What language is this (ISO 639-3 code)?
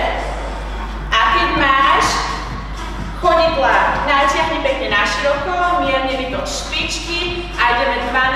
slk